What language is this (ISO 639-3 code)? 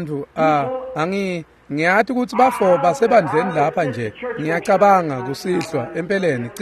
ssw